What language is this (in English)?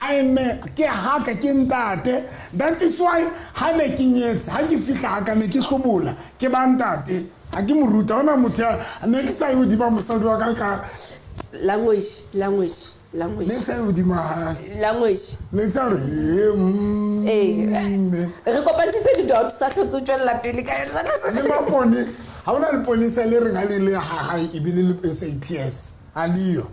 Southern Sotho